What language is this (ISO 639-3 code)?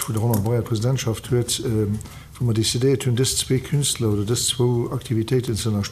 ltz